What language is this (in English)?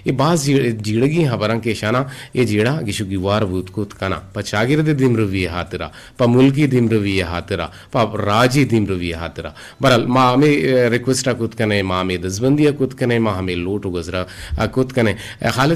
Eastern Balochi